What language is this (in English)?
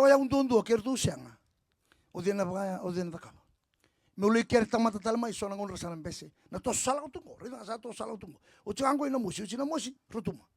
Fijian